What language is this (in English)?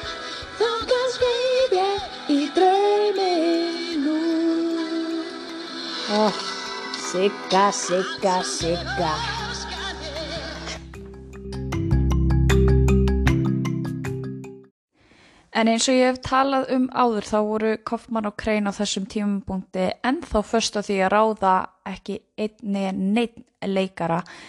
Icelandic